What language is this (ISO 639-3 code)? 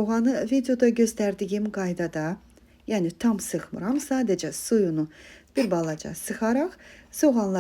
aze